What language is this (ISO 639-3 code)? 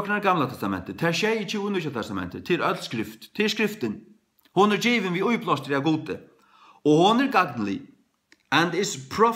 fao